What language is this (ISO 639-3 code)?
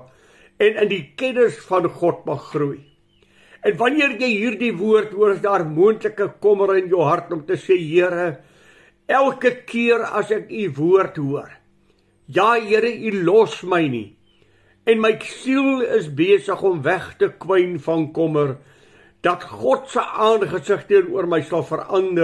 afr